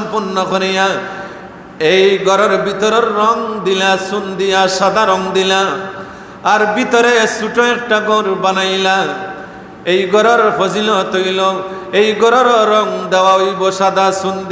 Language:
Sylheti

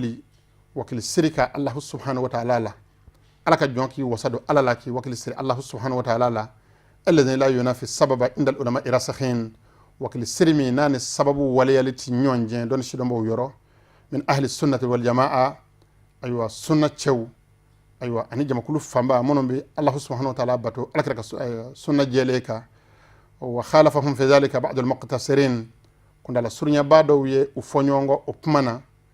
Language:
Bambara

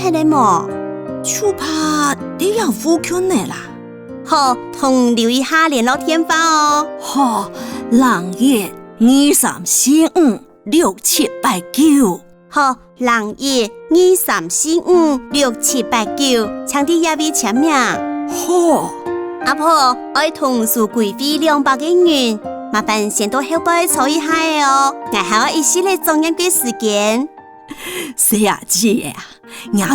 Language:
Hakka Chinese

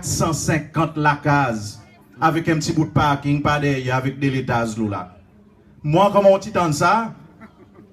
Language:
Seselwa Creole French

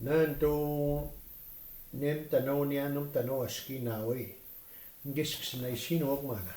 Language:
Plains Cree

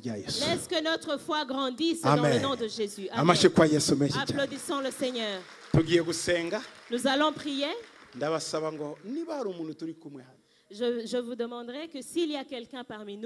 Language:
Kinyarwanda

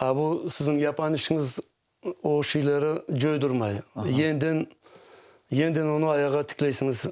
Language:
Crimean Tatar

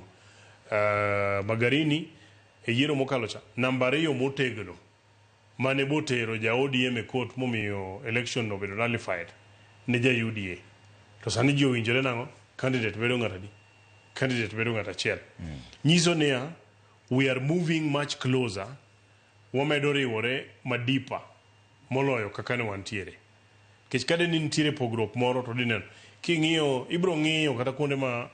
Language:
Luo (Kenya and Tanzania)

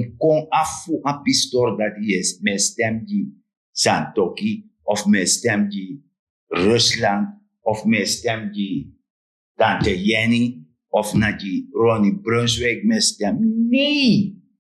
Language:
Sranan Tongo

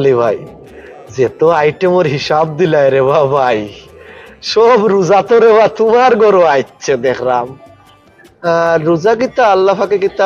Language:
Sylheti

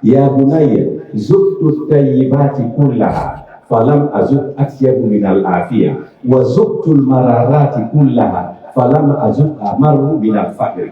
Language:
Pular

